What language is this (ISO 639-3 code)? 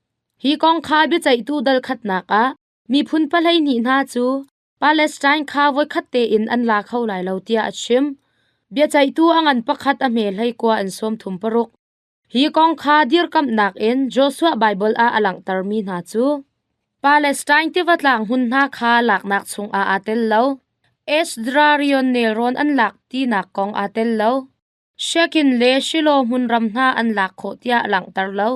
cnh